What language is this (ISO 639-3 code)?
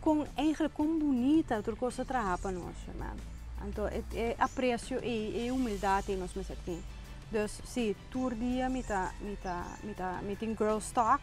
pap